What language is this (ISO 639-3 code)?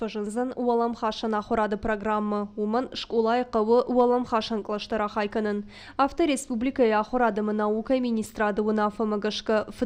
oss